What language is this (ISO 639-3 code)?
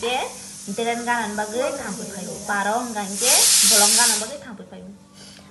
trp